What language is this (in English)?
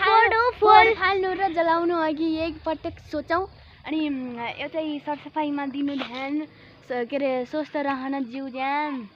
Nepali